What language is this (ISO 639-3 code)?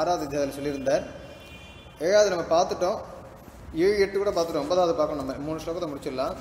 tam